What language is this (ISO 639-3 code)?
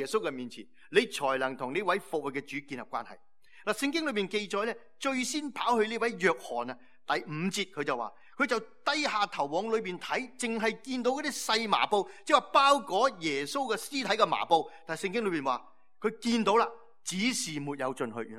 yue